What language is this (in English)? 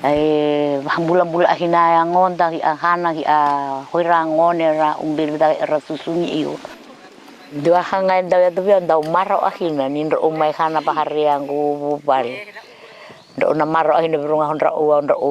Fijian